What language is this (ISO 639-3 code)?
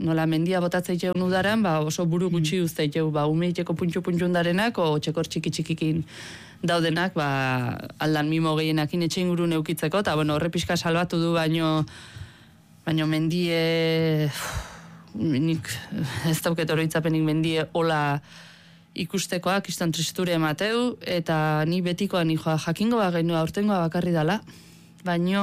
eus